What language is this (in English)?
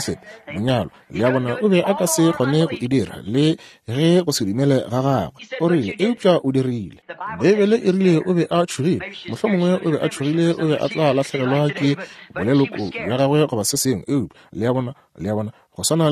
Northern Sotho